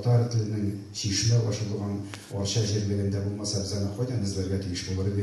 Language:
Tatar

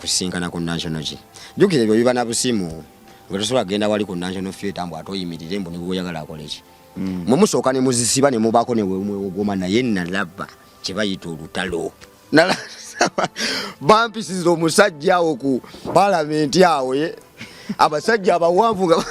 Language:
Ganda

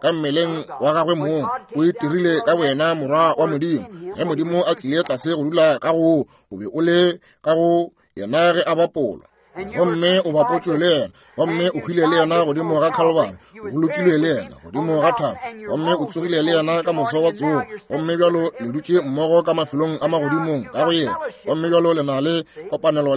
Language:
Northern Sotho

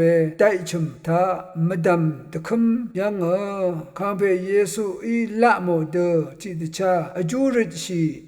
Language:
Rawang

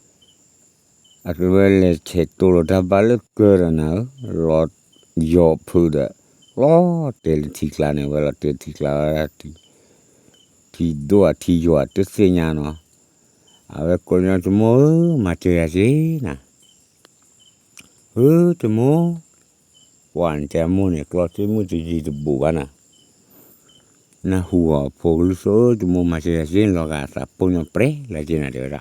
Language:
S'gaw Karen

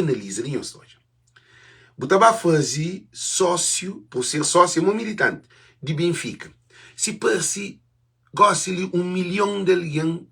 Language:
Kabuverdianu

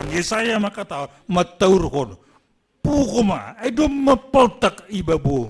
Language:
Batak Simalungun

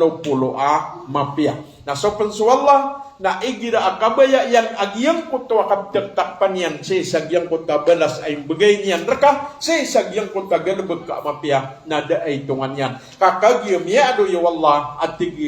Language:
Maranao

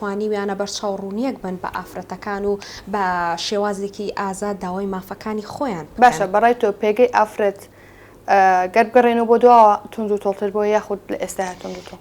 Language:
Central Kurdish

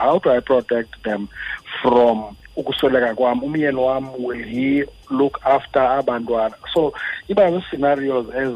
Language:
Xhosa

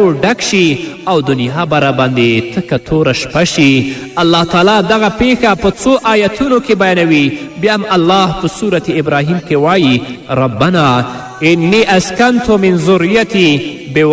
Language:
Pashto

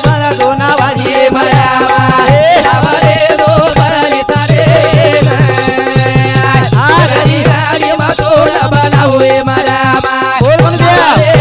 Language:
Lambadi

